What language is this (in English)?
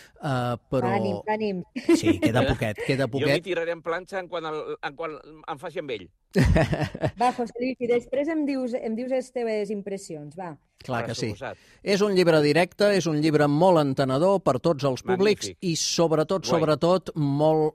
Catalan